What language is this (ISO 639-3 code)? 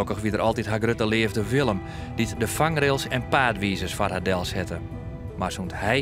fry